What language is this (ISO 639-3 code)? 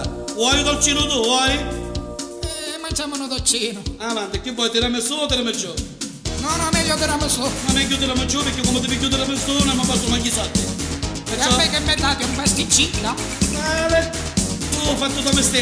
nap